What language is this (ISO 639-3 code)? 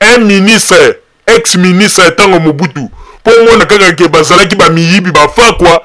lin